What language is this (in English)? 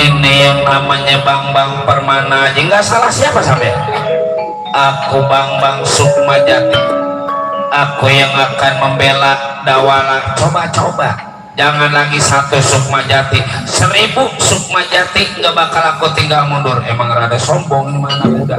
Betawi